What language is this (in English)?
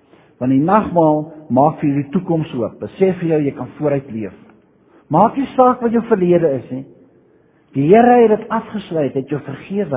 Afrikaans